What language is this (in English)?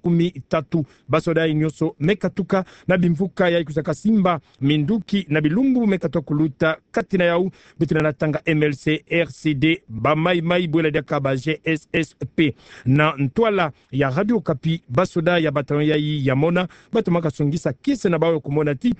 Kituba (Democratic Republic of Congo)